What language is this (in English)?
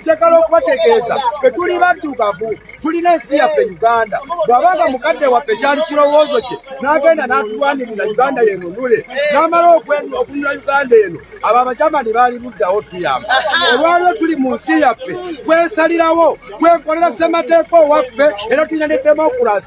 Ganda